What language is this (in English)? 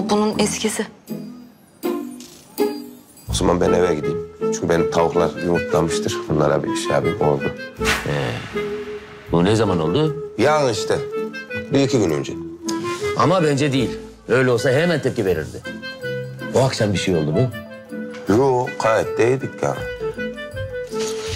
Turkish